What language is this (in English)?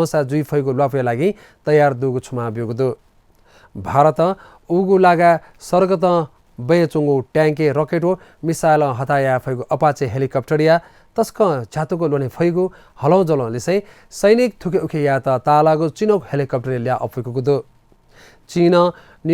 Newari